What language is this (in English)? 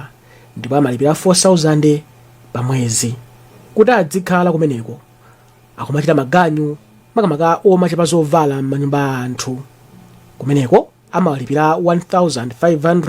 Nyanja